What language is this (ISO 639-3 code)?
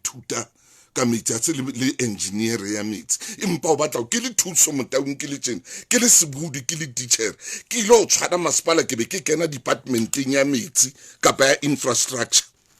sot